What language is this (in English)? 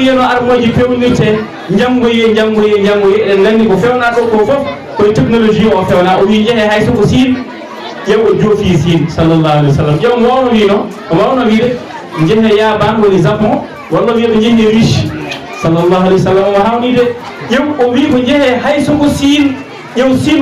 Fula